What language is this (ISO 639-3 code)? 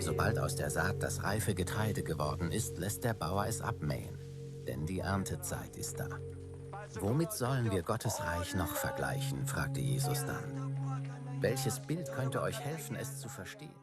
gsw